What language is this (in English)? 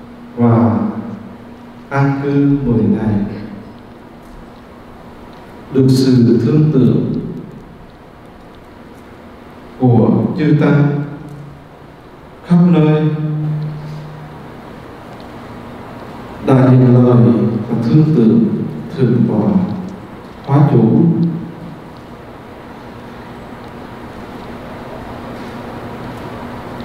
Vietnamese